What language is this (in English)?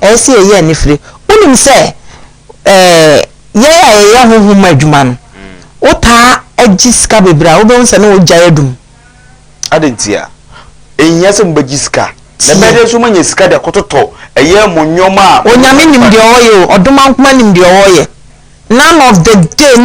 Akan